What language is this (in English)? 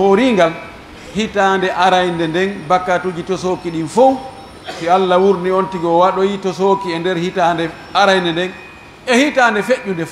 Pular